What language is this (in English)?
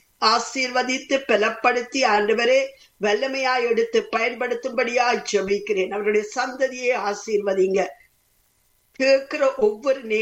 Tamil